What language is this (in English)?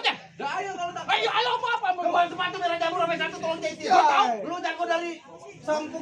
Betawi